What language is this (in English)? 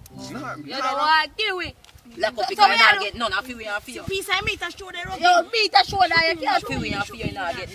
Jamaican Creole English